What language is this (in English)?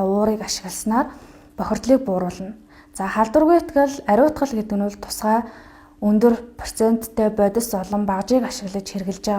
Mongolian